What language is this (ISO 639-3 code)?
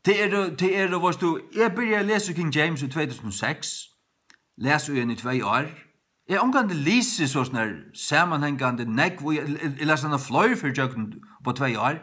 fao